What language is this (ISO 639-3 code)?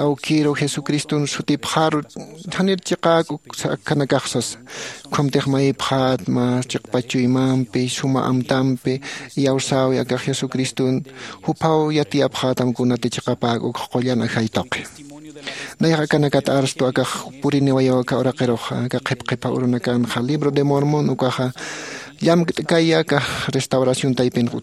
aym